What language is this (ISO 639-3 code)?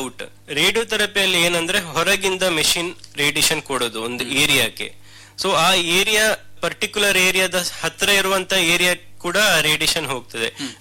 kan